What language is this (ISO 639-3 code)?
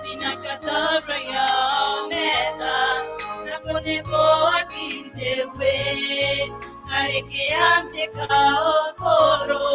gil